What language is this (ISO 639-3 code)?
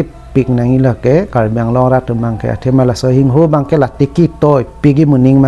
mjw